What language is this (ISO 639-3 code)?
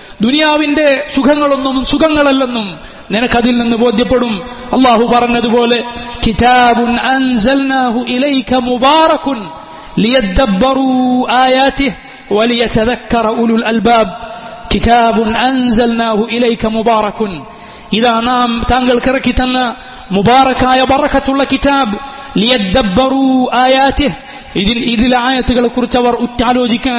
mal